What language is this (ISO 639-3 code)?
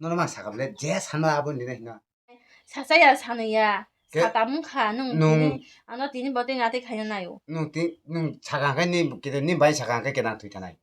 trp